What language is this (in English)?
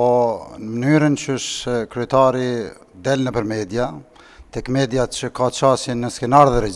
Albanian